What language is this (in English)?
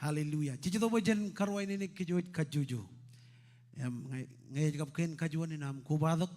Marshallese